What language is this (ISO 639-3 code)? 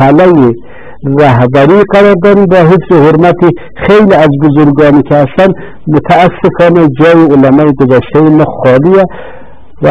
fas